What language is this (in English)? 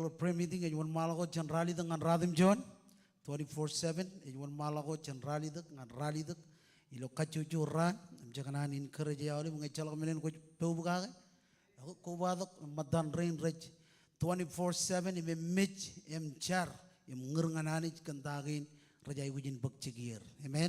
Marshallese